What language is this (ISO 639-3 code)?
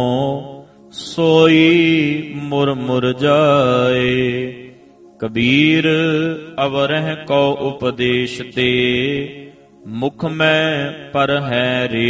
pan